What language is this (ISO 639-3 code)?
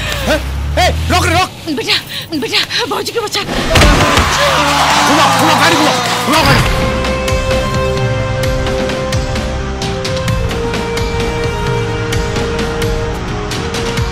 bho